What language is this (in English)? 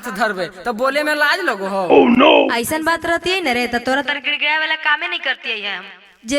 Magahi